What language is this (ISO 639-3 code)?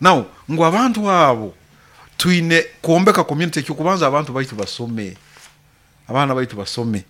nyo